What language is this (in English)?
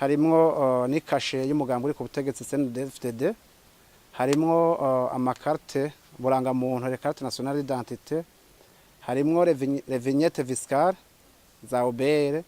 Rundi